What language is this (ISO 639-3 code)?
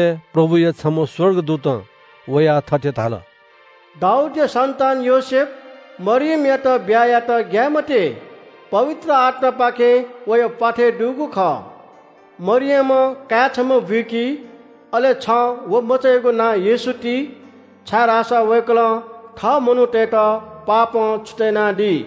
new